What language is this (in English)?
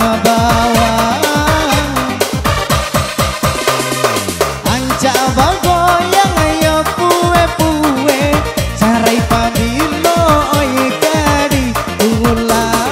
Minangkabau